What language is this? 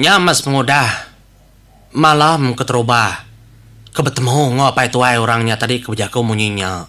Iban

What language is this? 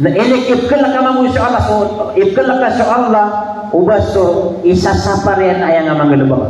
Maranao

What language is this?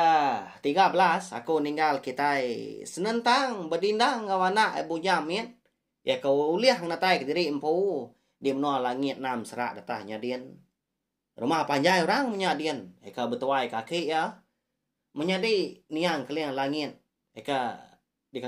Iban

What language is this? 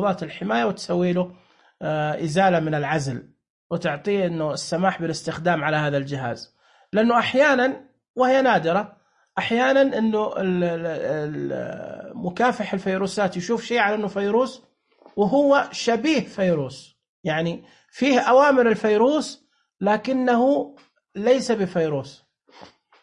Najdi Arabic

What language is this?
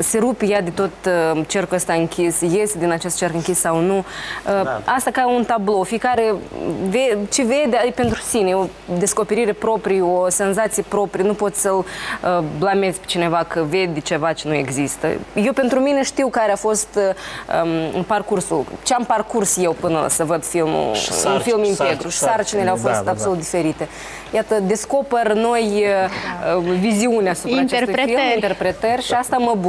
Romanian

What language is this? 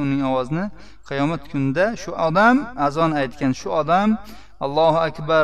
Uzbek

